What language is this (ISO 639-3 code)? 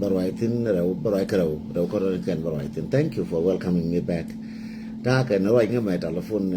nus